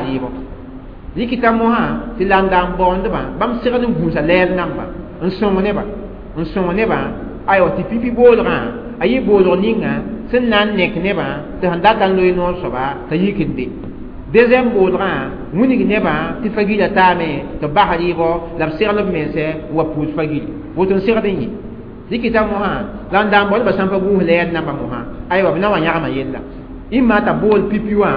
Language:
Mossi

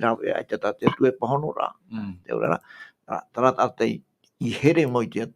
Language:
Tahitian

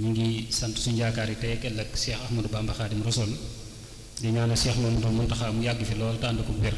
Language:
Wolof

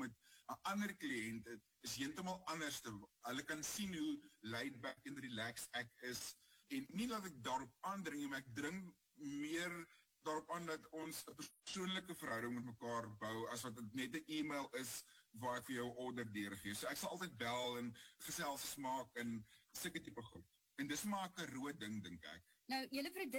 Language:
Afrikaans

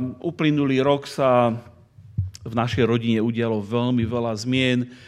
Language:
Slovak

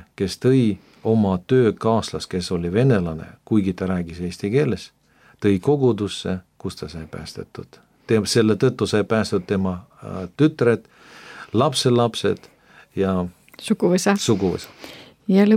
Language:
Estonian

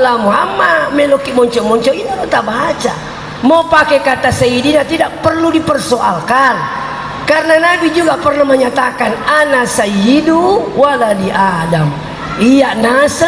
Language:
Buginese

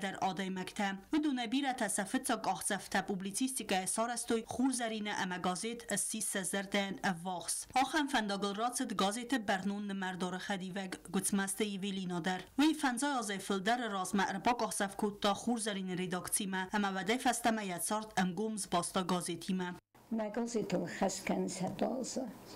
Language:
Ossetic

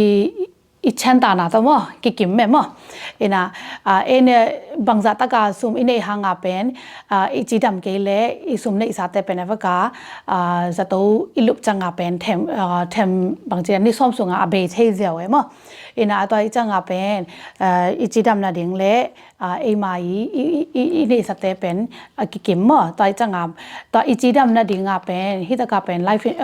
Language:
Tedim Chin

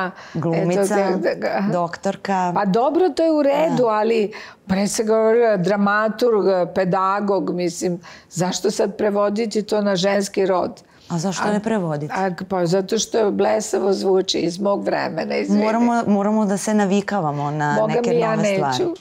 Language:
Serbian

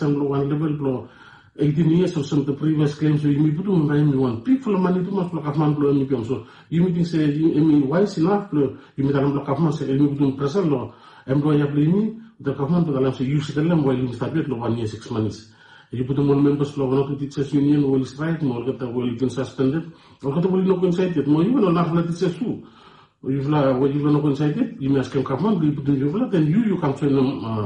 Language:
Bislama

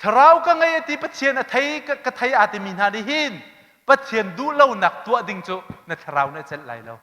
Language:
Hakha Chin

